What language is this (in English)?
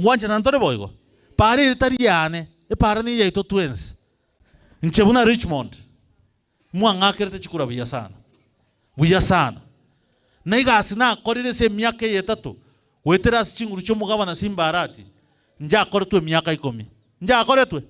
Gusii